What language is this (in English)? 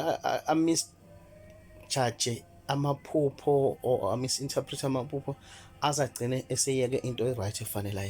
Zulu